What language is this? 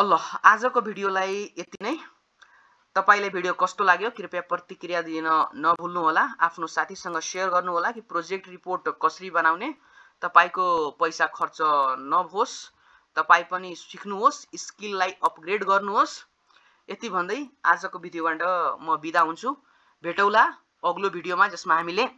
Nepali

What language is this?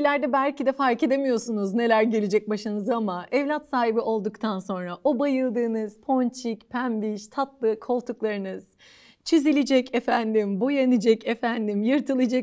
Turkish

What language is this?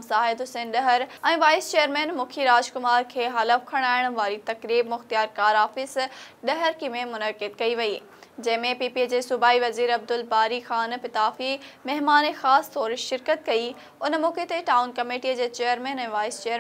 Sindhi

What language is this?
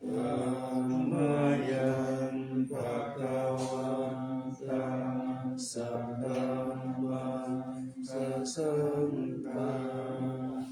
Pali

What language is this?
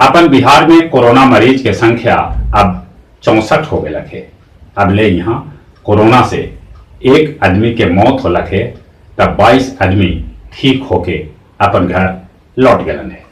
Magahi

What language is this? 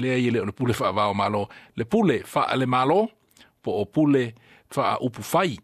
Samoan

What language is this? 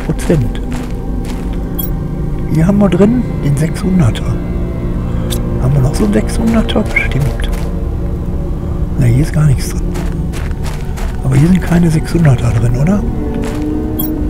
German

